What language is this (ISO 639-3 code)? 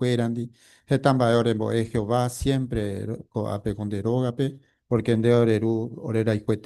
grn